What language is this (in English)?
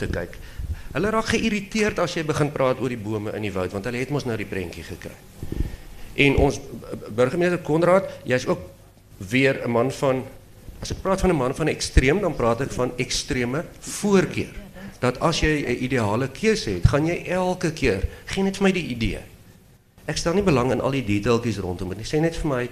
Afrikaans